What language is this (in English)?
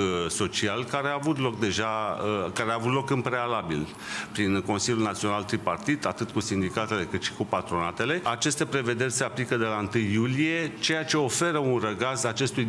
Romanian